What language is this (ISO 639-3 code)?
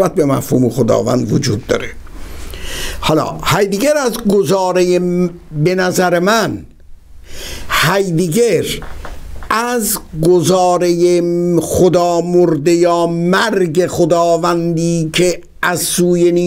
fas